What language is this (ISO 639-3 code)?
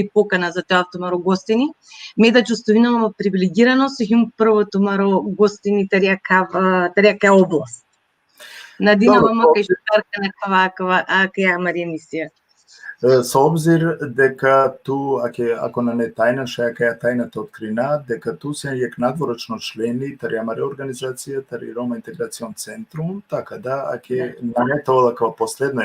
rmn